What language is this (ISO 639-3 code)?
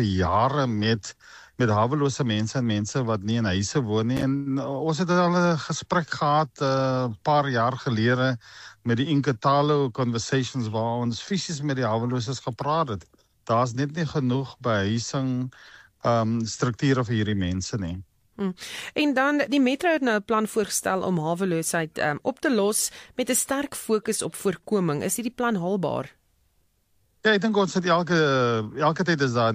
afr